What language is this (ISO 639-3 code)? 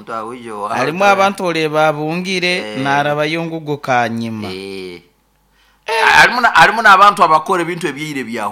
nyo